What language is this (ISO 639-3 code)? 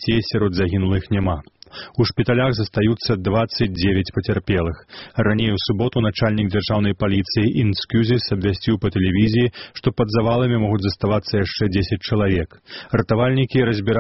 bel